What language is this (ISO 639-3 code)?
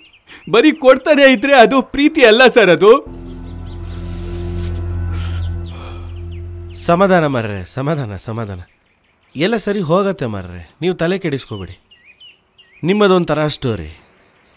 kan